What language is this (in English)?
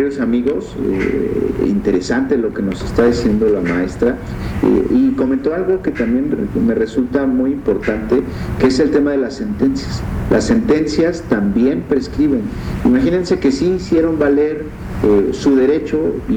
Spanish